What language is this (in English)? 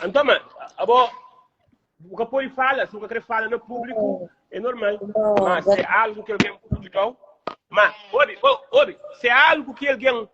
Kabuverdianu